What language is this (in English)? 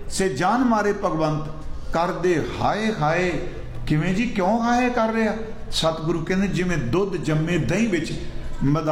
Punjabi